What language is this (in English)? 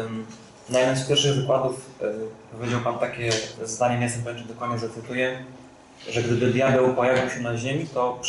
Polish